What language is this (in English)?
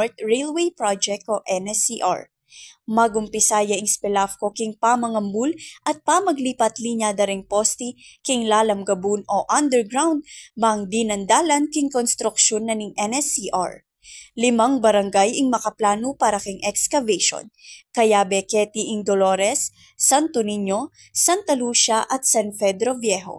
Pampanga